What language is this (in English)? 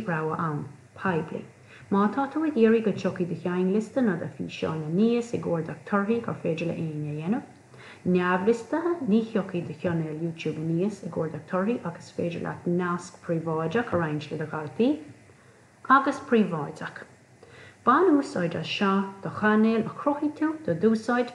Irish